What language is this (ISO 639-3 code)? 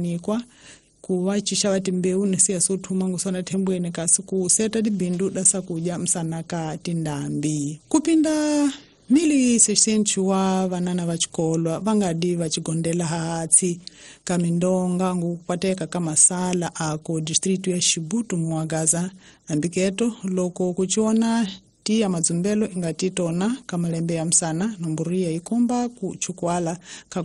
tso